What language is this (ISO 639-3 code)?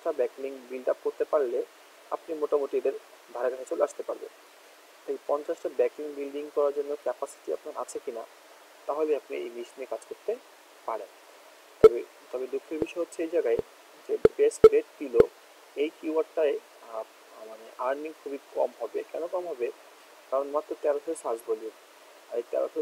ben